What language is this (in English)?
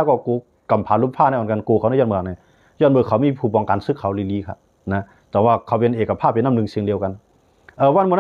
Shan